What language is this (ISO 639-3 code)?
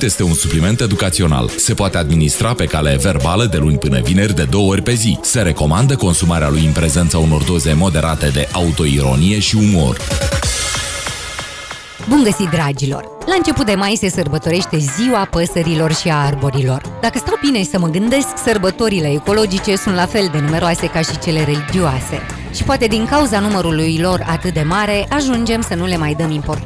ron